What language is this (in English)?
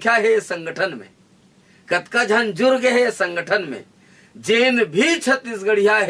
Chhattisgarhi